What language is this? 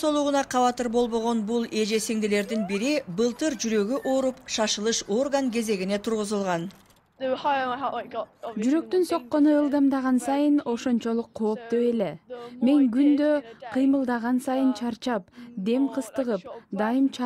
Kyrgyz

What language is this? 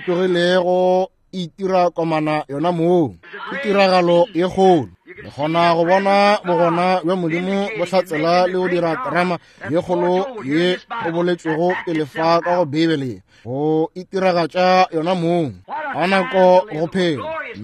Northern Sotho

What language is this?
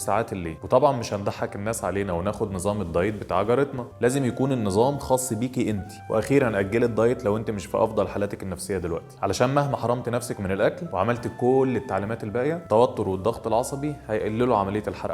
Egyptian Arabic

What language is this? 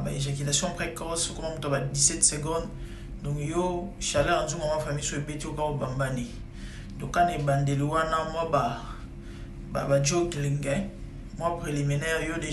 Lingala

